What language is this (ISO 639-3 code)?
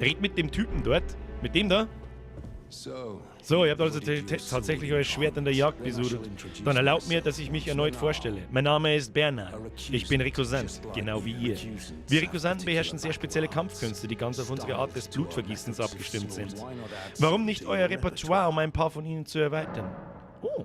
bar